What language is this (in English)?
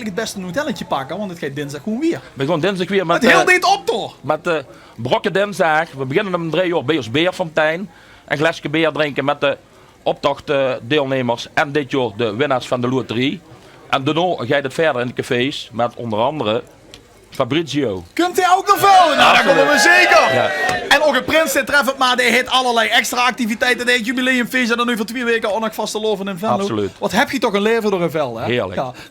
Limburgish